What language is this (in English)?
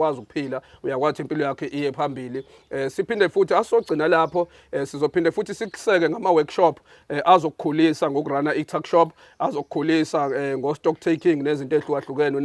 Zulu